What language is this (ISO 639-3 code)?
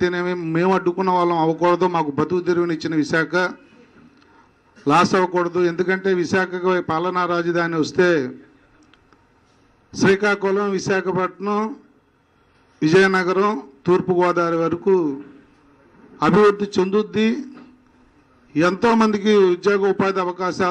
tel